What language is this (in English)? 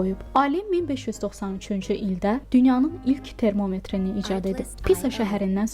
Azerbaijani